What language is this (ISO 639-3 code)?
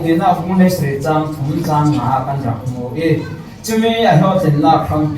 cfm